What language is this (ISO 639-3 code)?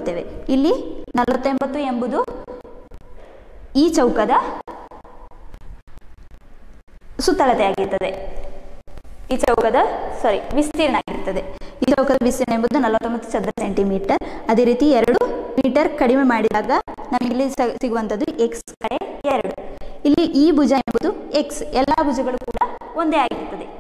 kan